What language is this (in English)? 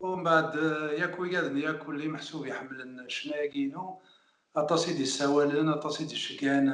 Kabyle